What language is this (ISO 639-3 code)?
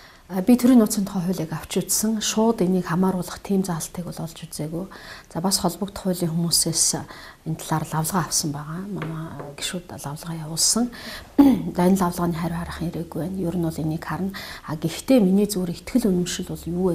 mon